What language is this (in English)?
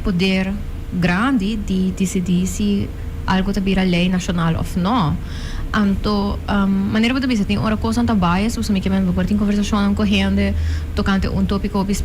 Papiamento